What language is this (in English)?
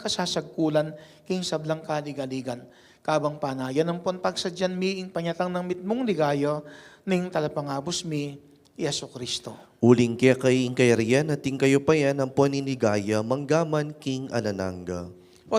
Pampanga